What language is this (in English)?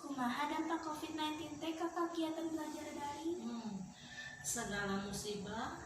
Sundanese